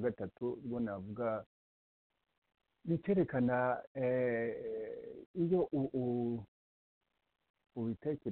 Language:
Kinyarwanda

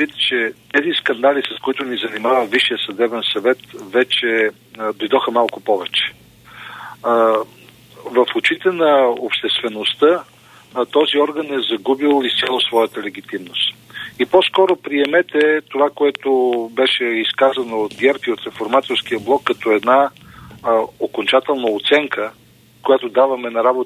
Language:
Bulgarian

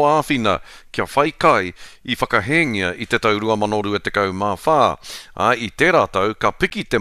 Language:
Māori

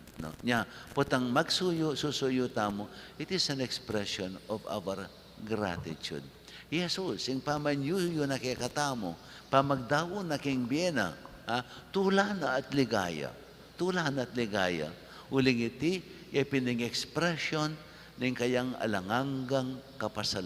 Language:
Pampanga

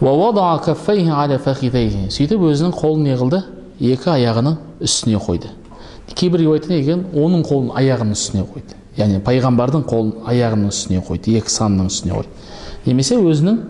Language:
Kazakh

